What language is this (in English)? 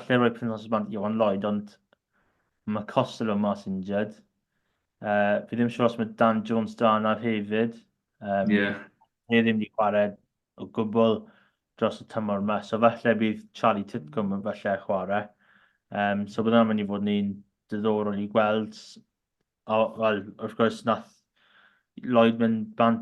Welsh